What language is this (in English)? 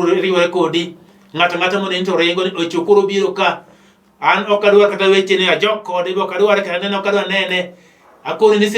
Luo (Kenya and Tanzania)